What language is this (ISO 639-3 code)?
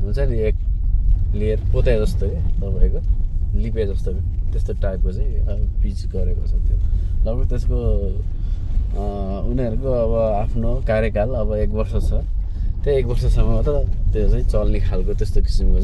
nep